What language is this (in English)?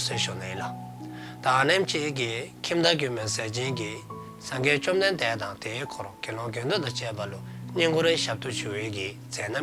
Dzongkha